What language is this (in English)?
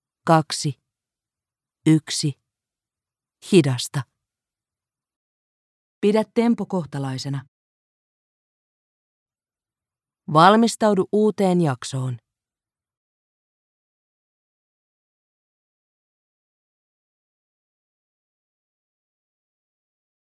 Finnish